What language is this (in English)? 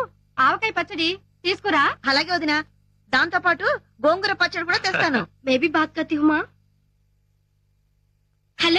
Telugu